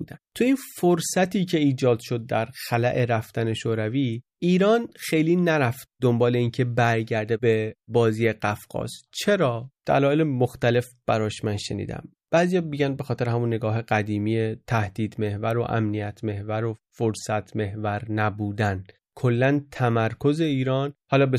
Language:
Persian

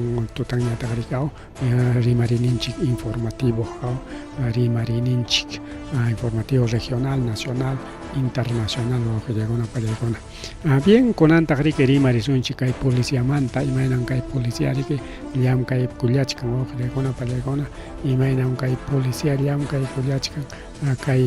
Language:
Ayacucho Quechua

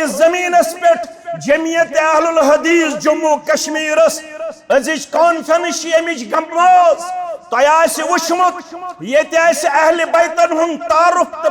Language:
Kashmiri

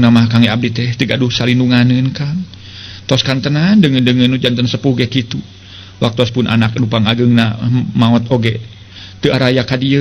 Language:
Sundanese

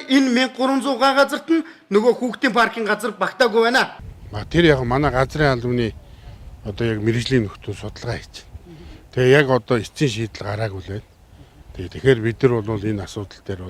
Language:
Mongolian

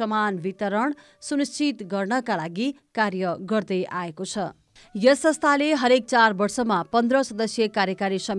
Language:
Nepali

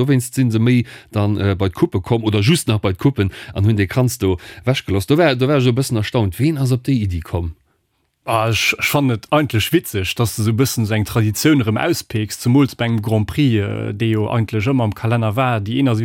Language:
Luxembourgish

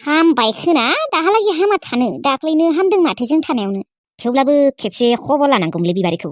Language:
Bodo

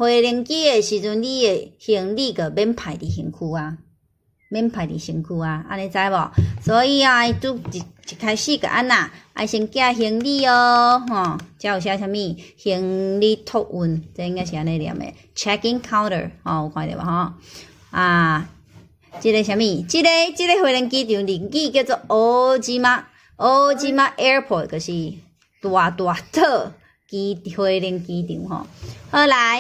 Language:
Min Nan Chinese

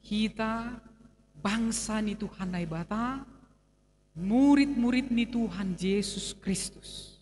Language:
Batak Simalungun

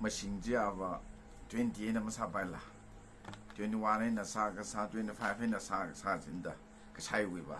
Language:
Tangkhul Naga (India)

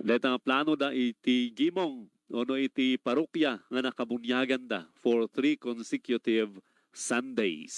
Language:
Iloko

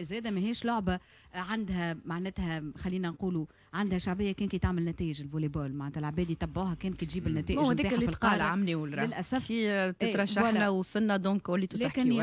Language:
Tunisian Arabic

